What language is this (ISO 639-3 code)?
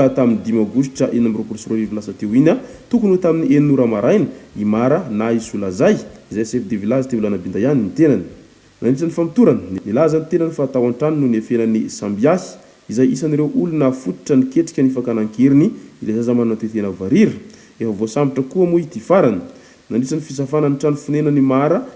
mlg